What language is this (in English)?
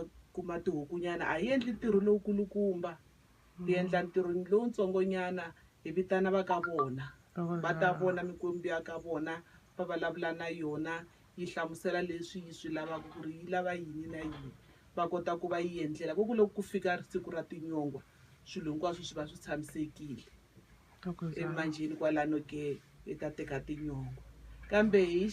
Tsonga